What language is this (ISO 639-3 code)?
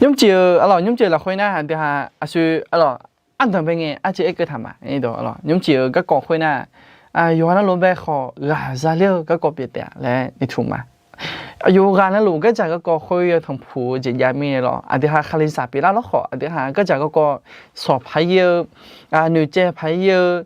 ahk